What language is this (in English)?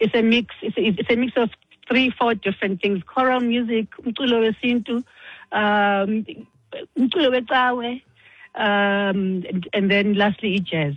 Xhosa